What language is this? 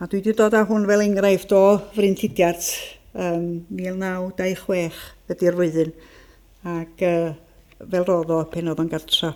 Welsh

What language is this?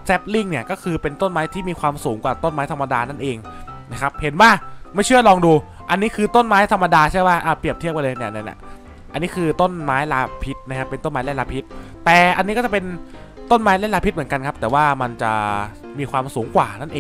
Thai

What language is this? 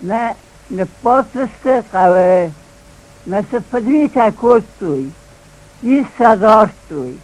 Ossetic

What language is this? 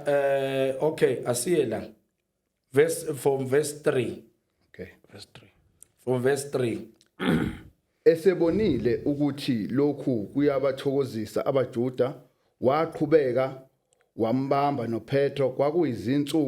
Zulu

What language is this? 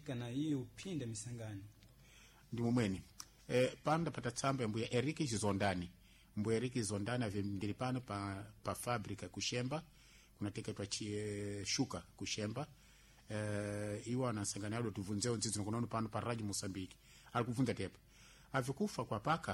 Sena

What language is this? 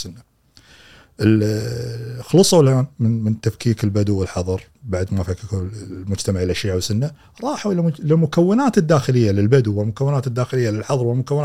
Gulf Arabic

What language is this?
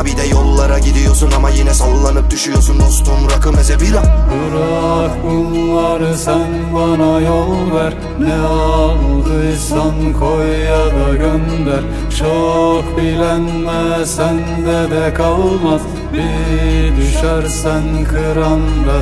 Turkish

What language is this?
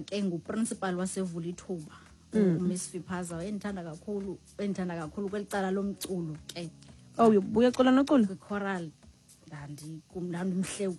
Xhosa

